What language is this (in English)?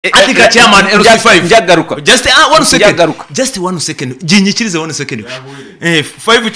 Nyankole